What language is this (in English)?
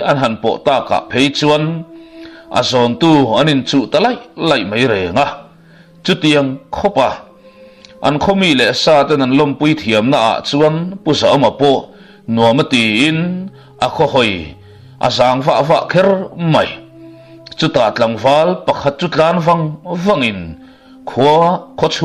Mizo